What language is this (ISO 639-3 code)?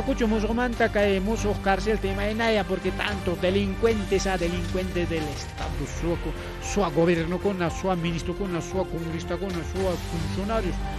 quy